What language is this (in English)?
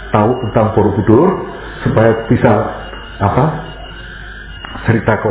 Indonesian